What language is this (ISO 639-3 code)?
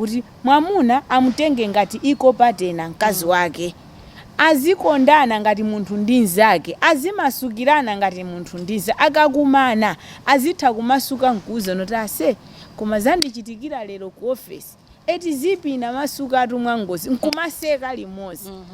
nya